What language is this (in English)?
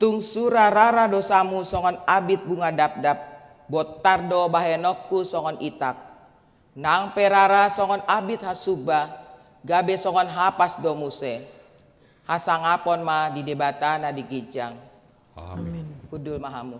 Batak Toba